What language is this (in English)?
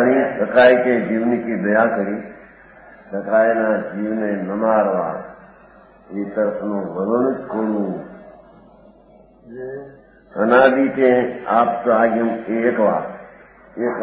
Gujarati